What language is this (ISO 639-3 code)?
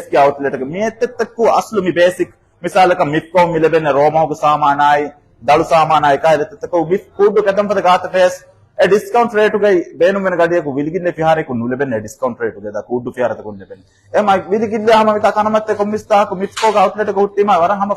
div